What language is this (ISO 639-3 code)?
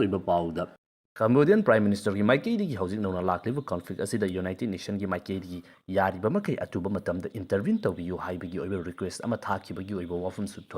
mni